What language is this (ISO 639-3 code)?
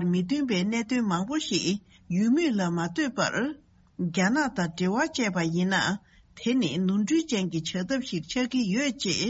bod